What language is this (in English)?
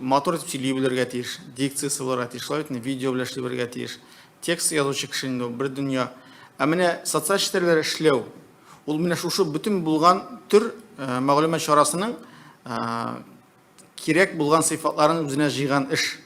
Tatar